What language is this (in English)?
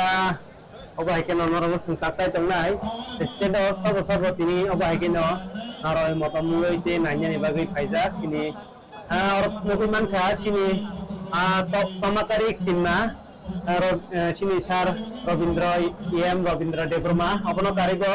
Kok Borok